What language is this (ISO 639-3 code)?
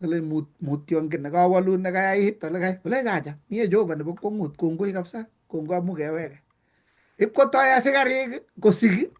kln